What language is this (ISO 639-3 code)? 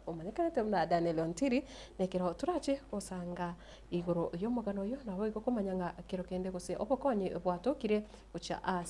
guz